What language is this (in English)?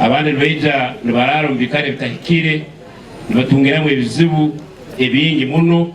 Nyankole